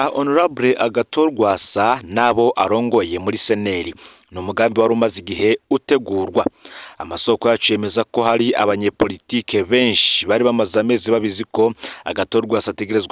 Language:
Rundi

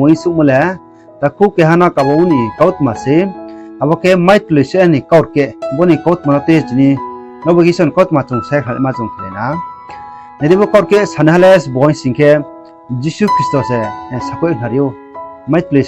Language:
Riang (India)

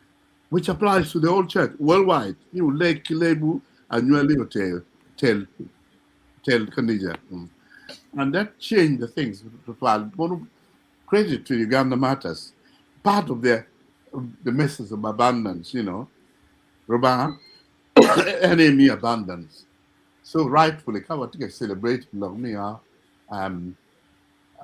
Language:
Acoli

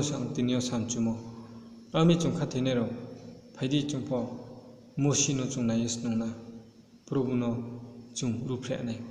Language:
Riang (India)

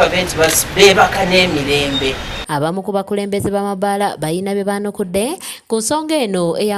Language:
Ganda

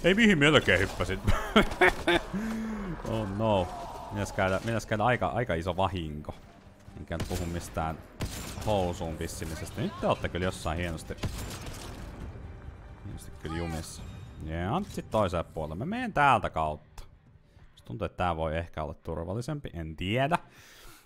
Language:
Finnish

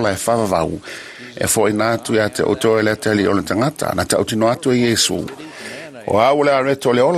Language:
Samoan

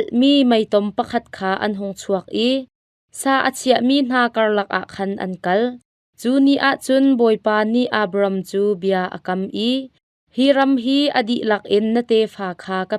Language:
Hakha Chin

